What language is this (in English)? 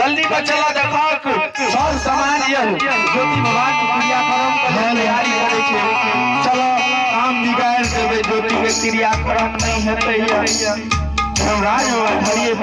Maithili